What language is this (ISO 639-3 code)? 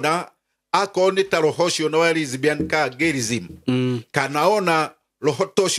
kik